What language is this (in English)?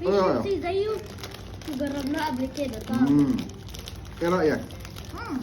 Egyptian Arabic